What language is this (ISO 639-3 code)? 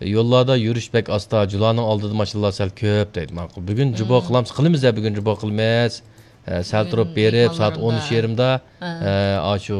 uig